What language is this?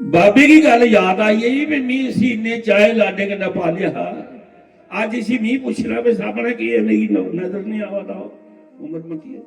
Dogri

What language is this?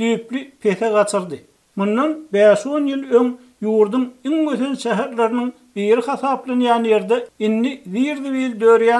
Turkmen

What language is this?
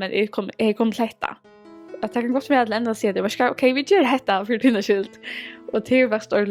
Faroese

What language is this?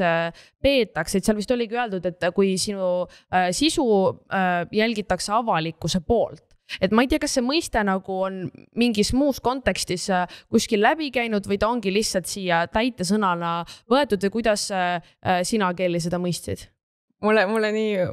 Estonian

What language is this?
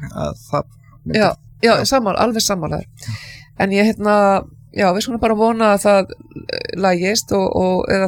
Icelandic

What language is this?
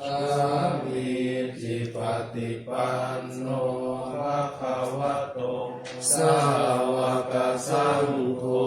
Pali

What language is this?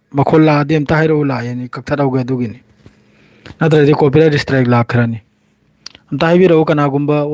Manipuri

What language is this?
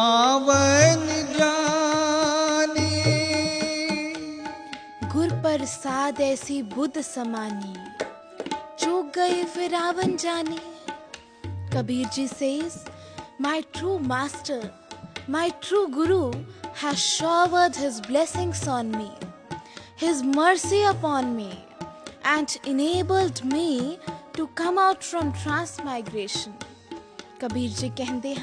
Hindi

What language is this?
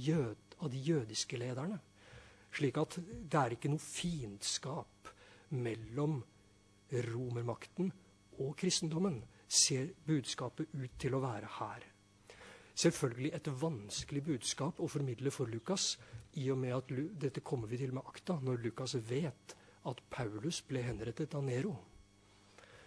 Norwegian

